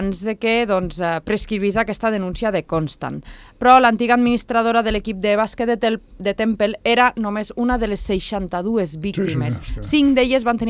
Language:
Catalan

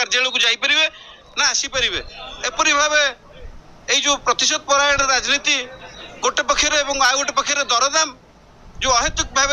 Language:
Odia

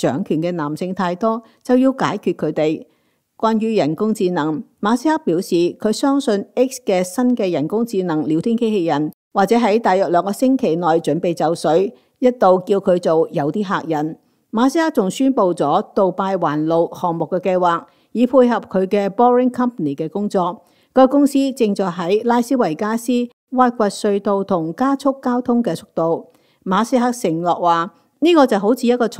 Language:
Cantonese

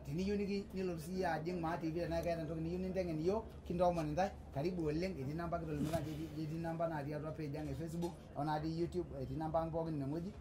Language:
Masai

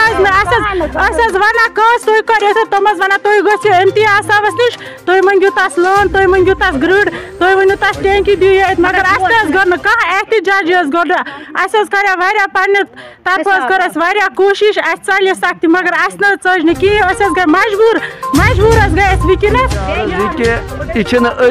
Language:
Kashmiri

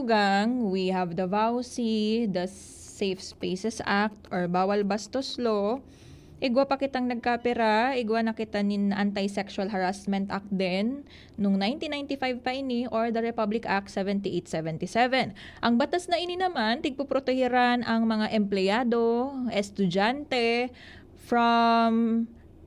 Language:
Bikol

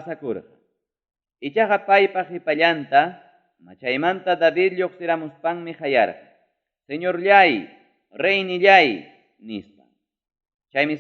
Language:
Ayacucho Quechua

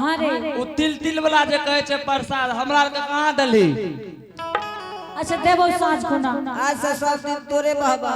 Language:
Angika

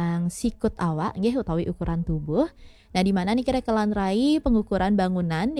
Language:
Balinese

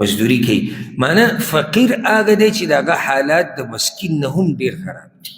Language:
Pashto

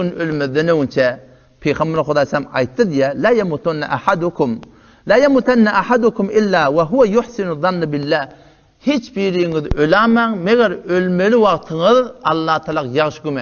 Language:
Turkmen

